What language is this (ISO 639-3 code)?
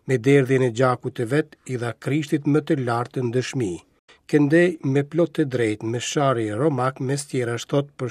sqi